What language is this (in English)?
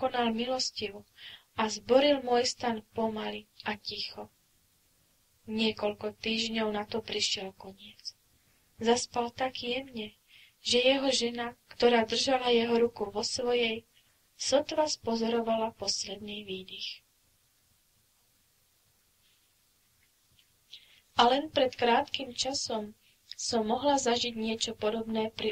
Slovak